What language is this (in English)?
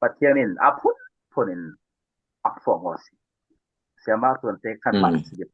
Falam Chin